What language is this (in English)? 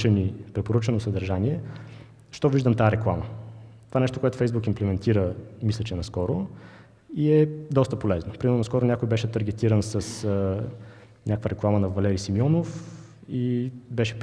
Bulgarian